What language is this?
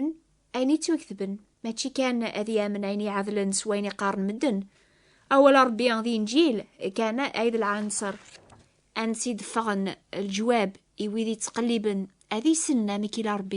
Kabyle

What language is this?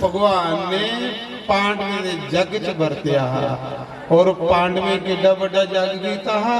Dogri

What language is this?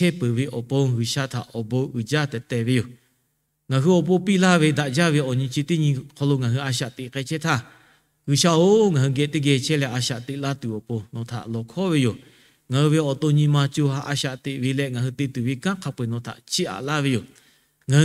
Lahu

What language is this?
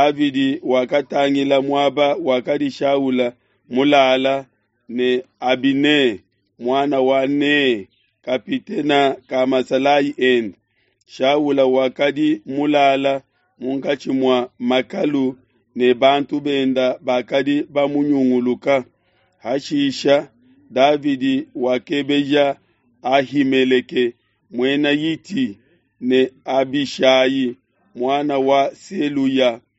Luba-Lulua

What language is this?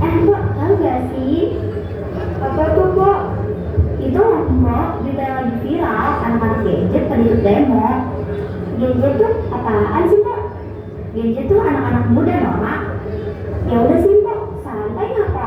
Betawi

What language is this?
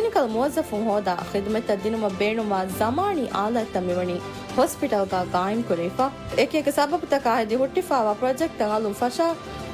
Divehi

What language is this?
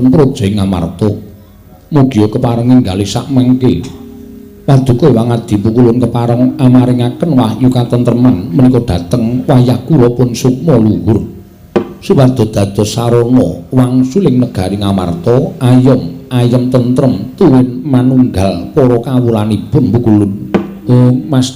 Javanese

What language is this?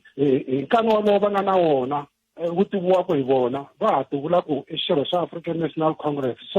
Tsonga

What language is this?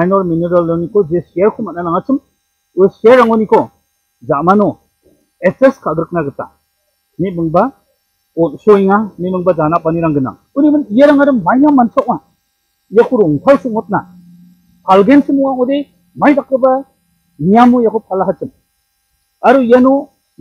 Garo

